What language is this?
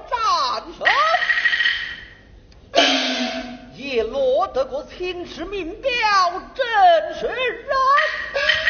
Chinese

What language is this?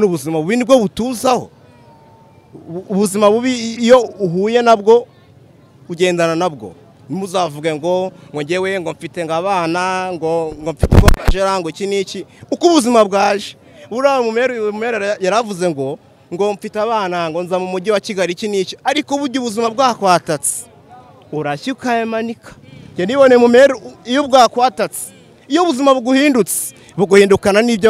Kinyarwanda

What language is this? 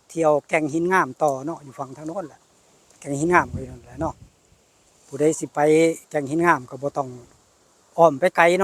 Northeastern Thai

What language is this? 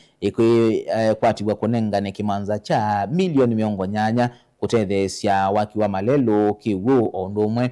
Kamba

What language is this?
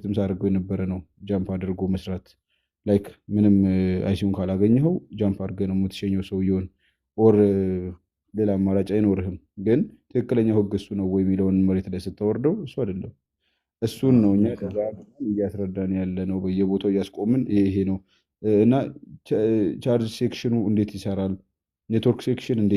Amharic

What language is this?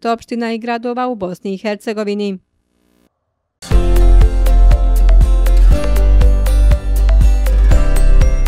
Bosnian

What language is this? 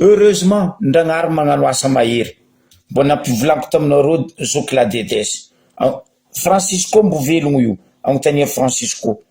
Malagasy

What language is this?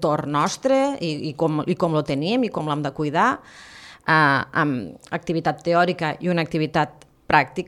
Catalan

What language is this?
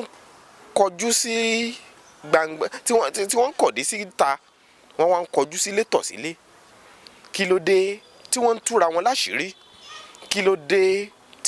Yoruba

